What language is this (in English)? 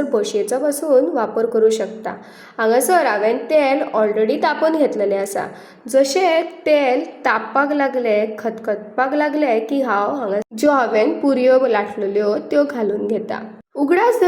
Konkani